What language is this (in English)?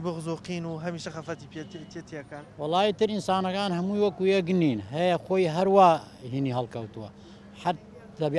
Central Kurdish